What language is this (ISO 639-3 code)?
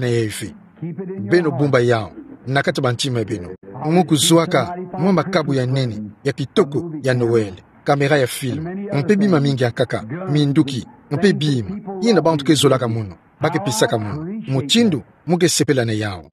ktu